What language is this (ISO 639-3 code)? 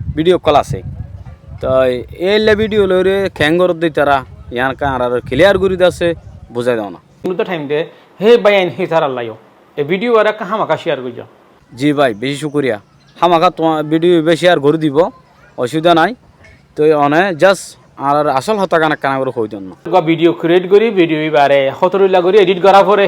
rhg